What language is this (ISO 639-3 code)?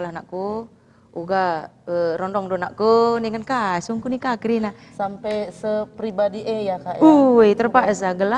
btx